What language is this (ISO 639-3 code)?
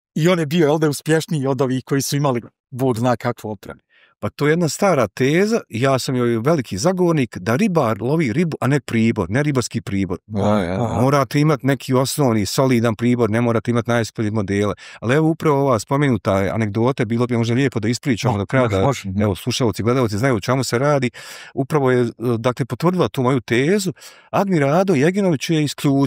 bos